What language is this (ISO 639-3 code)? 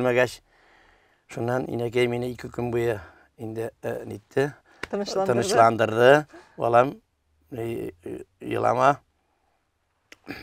tat